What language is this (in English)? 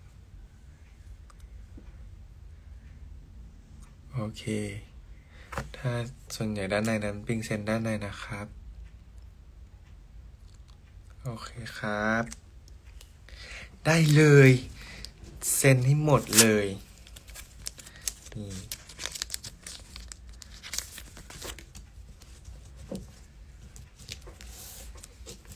Thai